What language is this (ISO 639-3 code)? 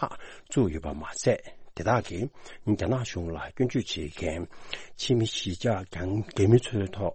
bod